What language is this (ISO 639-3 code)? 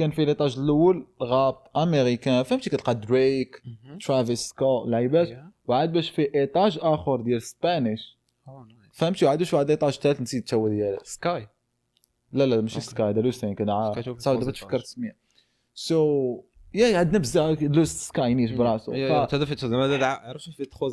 ary